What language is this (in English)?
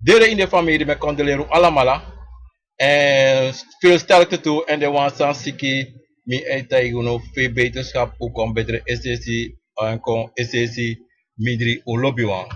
Sranan Tongo